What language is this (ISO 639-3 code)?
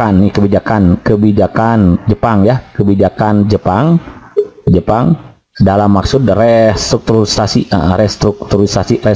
ind